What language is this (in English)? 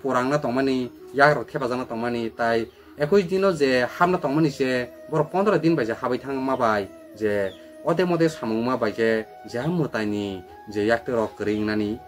Kok Borok